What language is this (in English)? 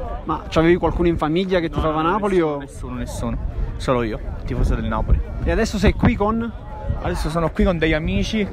Italian